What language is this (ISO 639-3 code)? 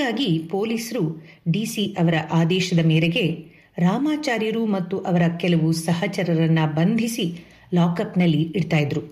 kan